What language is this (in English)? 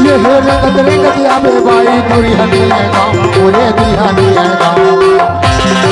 Chhattisgarhi